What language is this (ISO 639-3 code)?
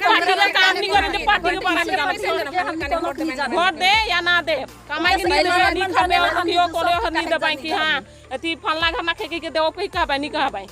sck